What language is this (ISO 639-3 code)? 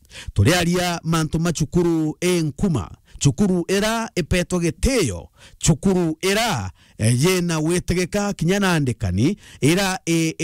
mer